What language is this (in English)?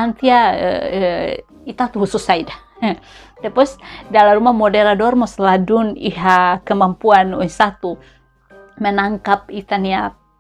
Tetum